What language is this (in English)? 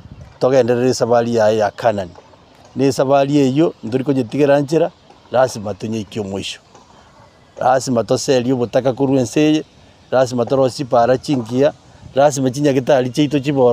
Gusii